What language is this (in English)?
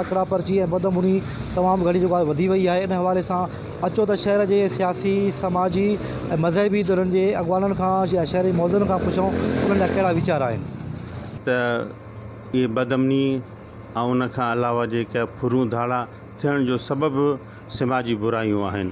Sindhi